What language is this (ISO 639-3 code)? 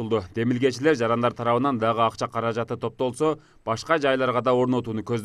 kir